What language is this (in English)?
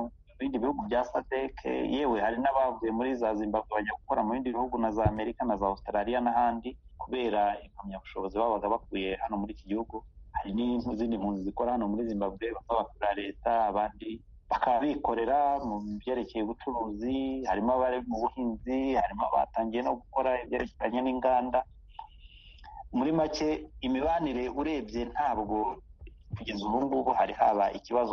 Kinyarwanda